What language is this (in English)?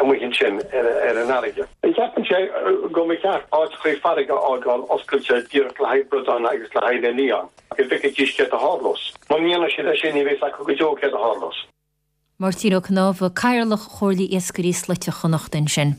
Irish